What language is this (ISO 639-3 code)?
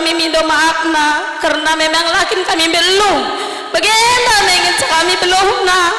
btx